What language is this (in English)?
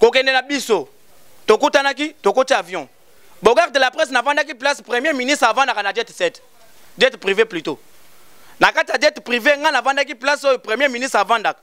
Lingala